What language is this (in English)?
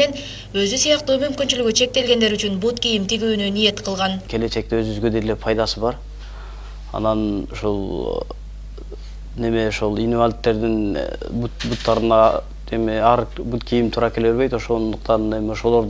Kyrgyz